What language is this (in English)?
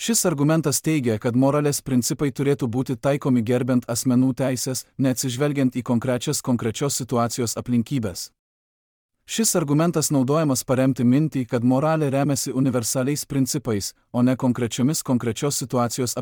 Lithuanian